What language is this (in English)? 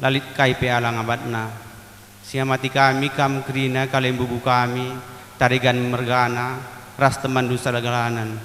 Batak Karo